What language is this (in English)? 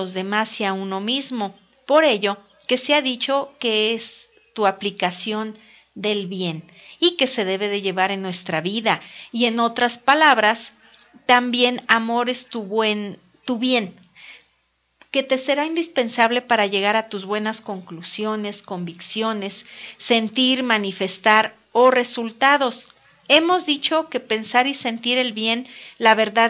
Spanish